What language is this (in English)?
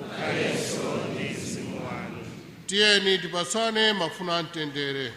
Nyanja